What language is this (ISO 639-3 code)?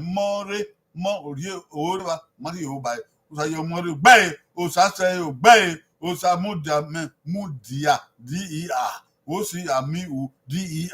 bin